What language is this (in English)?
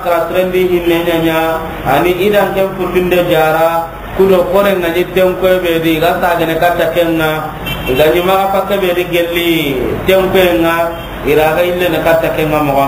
Soninke